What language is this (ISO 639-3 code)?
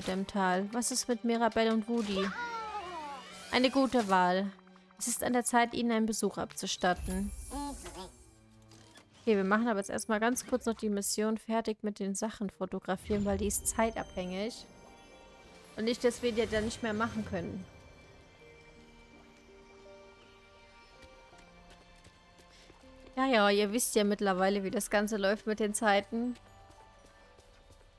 deu